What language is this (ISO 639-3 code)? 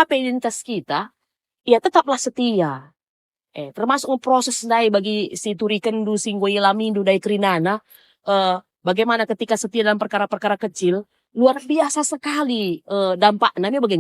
btx